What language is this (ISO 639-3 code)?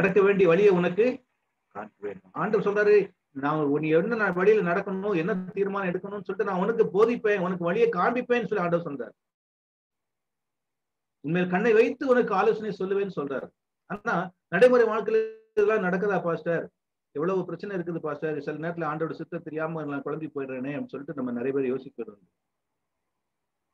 tam